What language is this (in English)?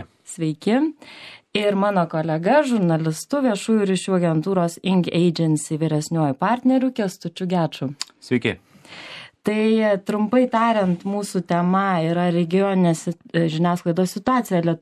Lithuanian